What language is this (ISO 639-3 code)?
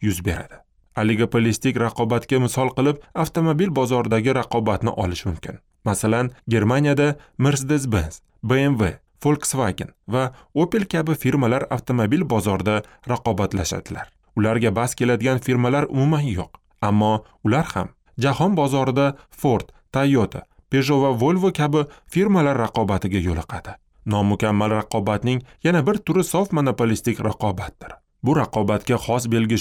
uzb